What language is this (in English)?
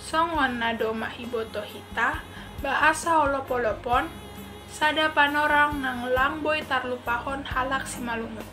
Batak Simalungun